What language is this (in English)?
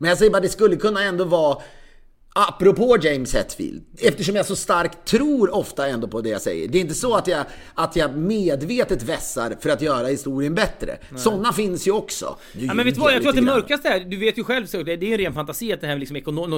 Swedish